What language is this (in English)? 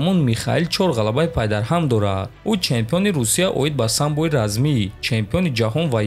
Tajik